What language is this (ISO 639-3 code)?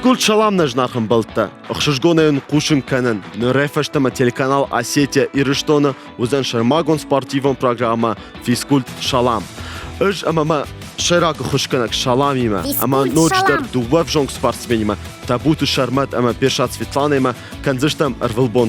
oss